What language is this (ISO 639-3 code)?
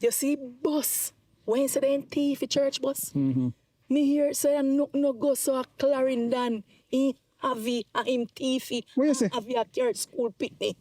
jam